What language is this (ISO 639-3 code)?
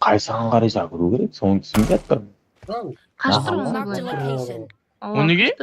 kaa